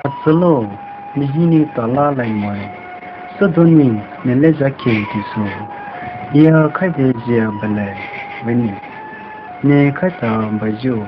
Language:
Poumei Naga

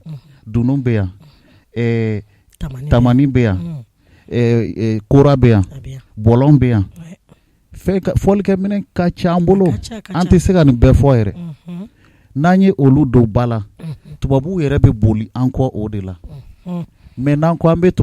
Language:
Bambara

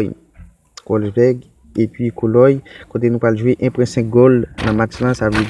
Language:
Haitian Creole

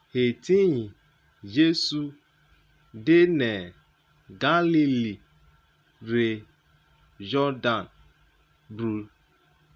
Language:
Urhobo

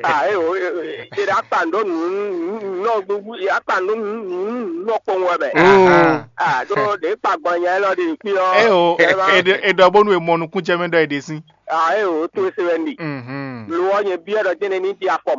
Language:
Fon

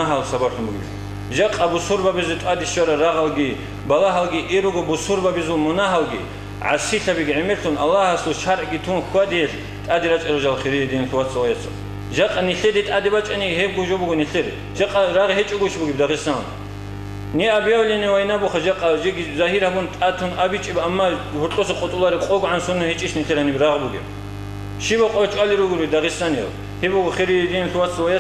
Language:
Avaric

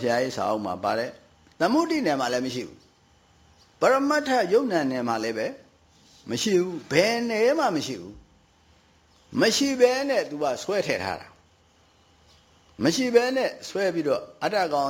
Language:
Burmese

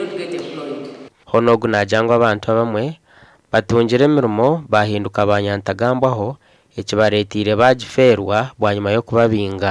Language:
Nyankole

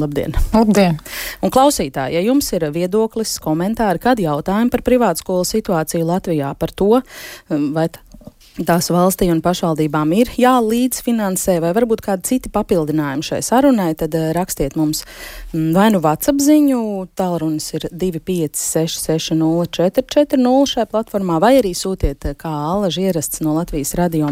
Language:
Latvian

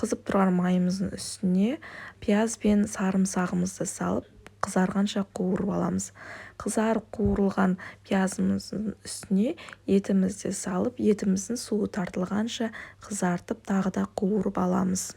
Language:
Kazakh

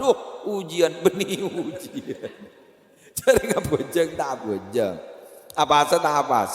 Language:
Madurese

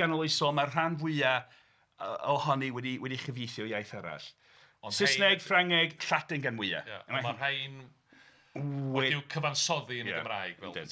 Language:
Welsh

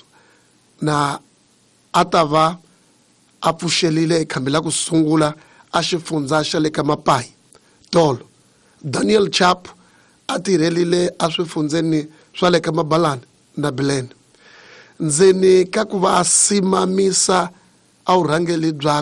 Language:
Tsonga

